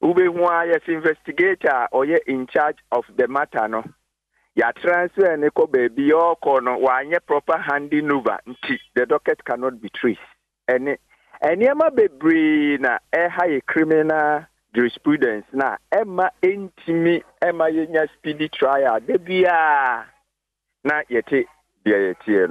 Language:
Akan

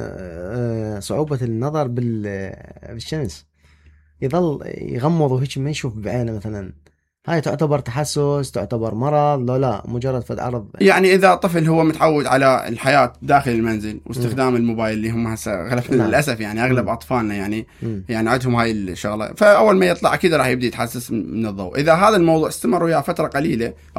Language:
Mesopotamian Arabic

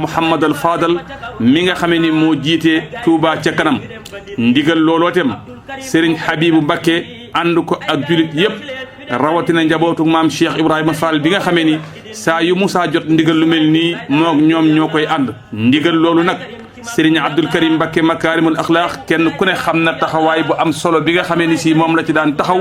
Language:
Wolof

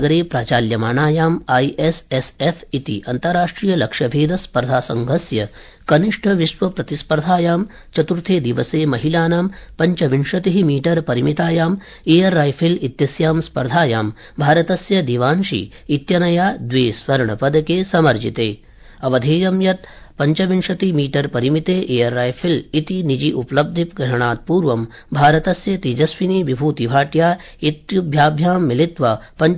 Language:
Sanskrit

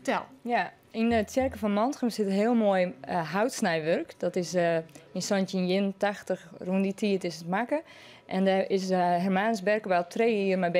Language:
Western Frisian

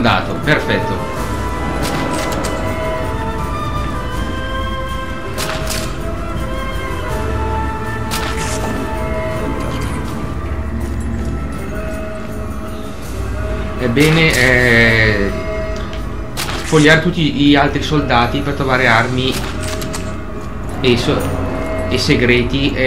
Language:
Italian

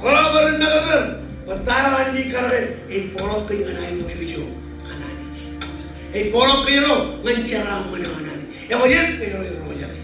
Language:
Marshallese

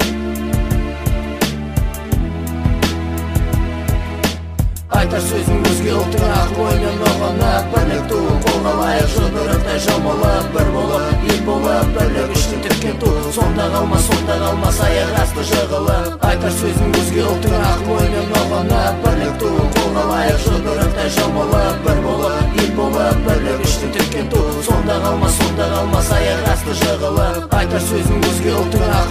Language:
Kazakh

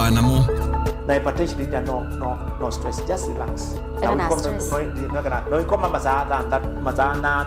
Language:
Kamba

